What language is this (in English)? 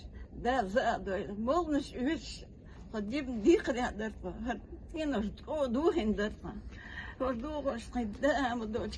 Chechen